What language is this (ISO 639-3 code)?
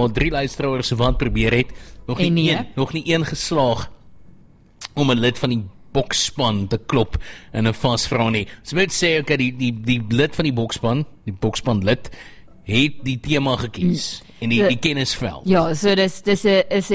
afr